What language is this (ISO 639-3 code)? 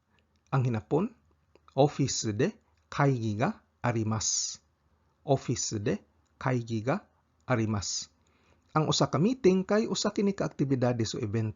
ceb